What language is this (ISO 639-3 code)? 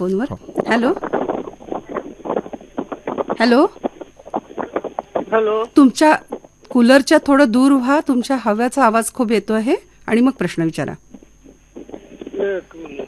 mar